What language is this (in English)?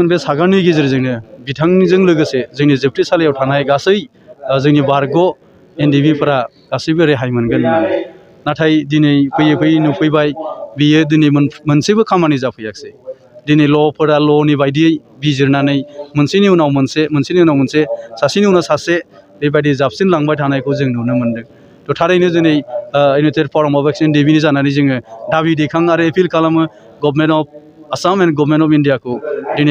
Bodo